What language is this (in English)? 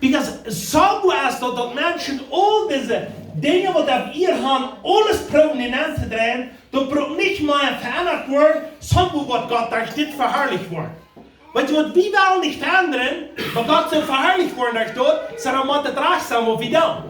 Plautdietsch